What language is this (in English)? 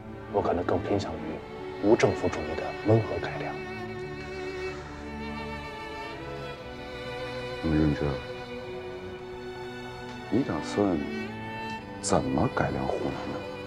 Chinese